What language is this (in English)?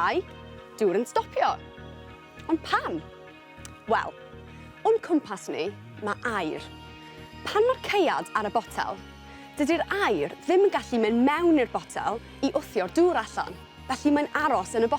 Welsh